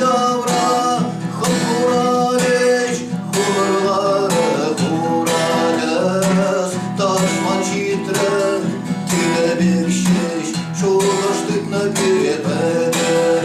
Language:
Chuvash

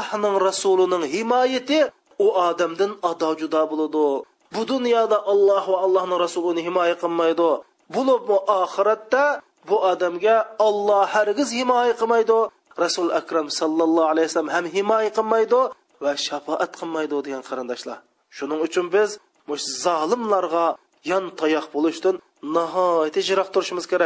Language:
Uyghur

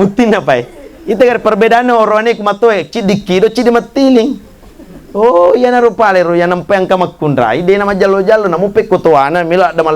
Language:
Buginese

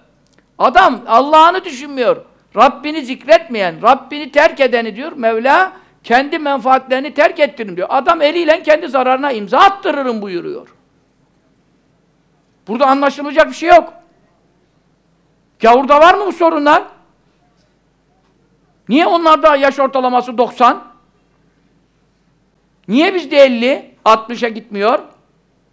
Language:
Turkish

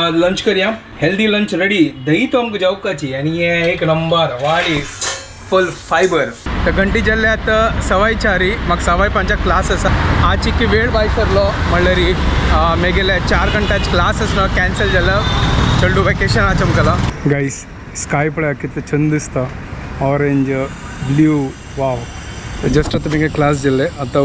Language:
Konkani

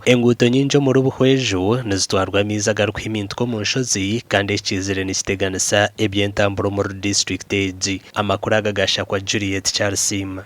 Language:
Nyankole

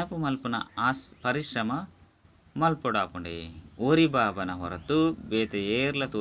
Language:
Tulu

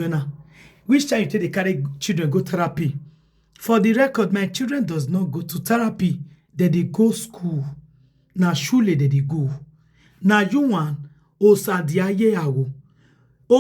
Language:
Nigerian Pidgin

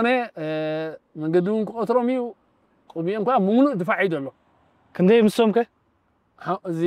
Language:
Tigrinya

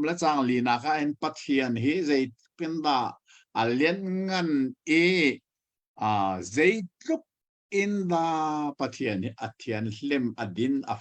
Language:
Hakha Chin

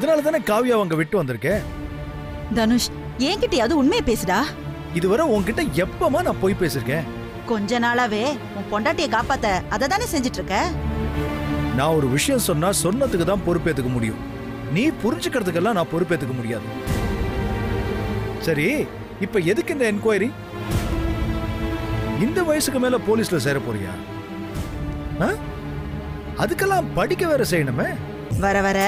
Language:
Tamil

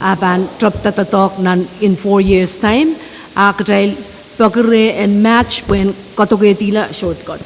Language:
Pohnpeian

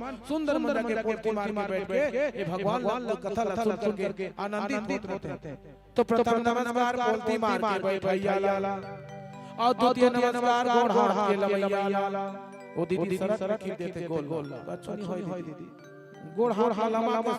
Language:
Chhattisgarhi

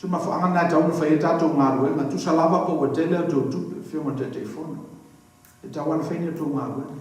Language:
Samoan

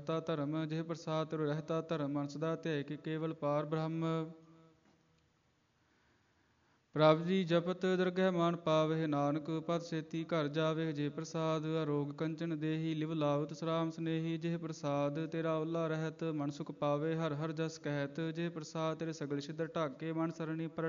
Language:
Punjabi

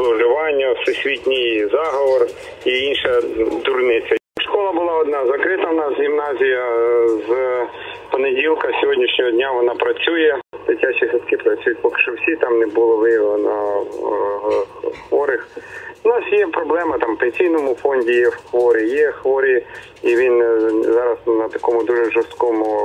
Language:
Ukrainian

